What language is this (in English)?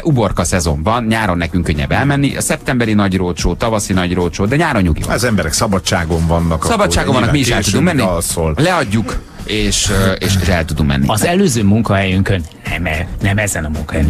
Hungarian